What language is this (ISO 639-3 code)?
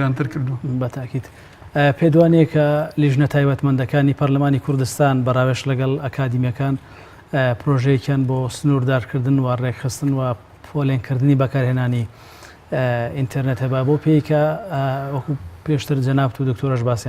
ckb